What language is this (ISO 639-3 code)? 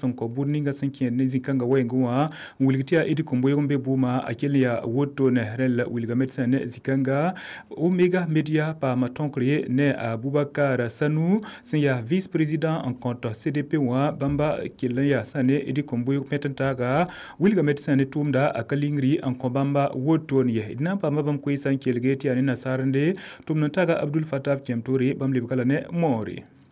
mos